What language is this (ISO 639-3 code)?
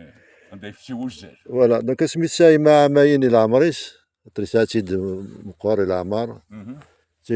kab